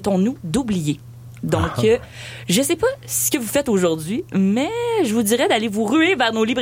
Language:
French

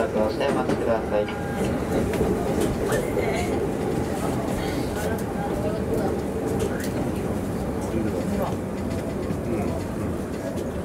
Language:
Japanese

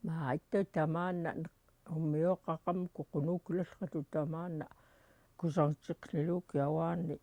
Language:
Central Yupik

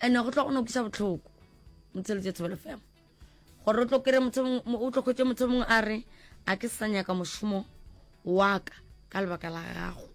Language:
Northern Sotho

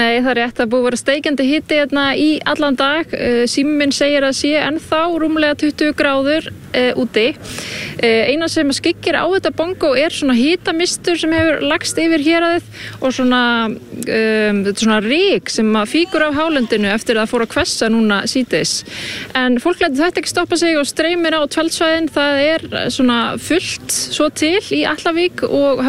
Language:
Icelandic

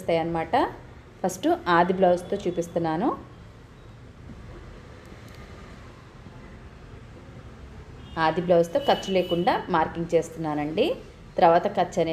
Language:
Telugu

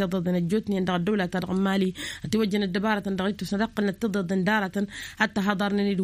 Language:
Tamasheq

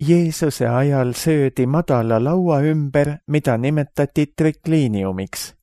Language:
Estonian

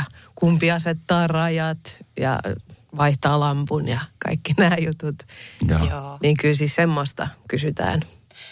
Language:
Finnish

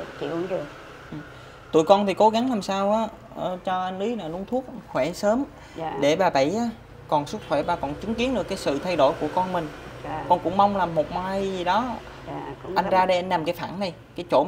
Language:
Vietnamese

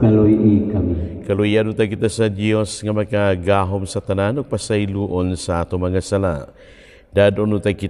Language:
Cebuano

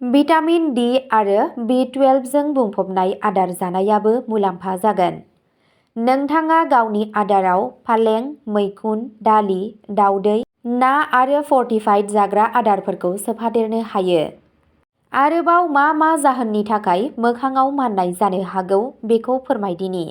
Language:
Bodo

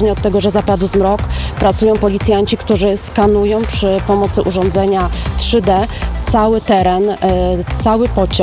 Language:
Polish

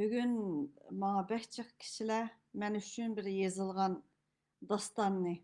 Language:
Uyghur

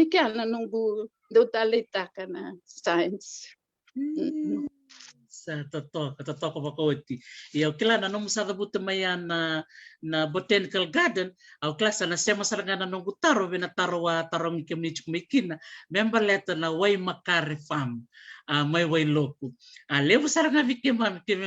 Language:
Fijian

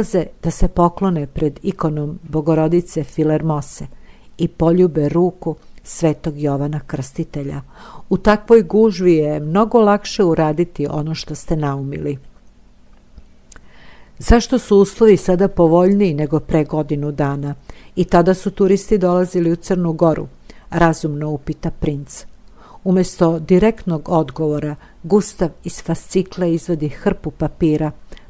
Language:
Serbian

